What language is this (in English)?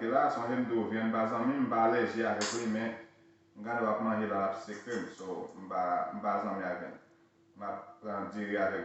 Haitian Creole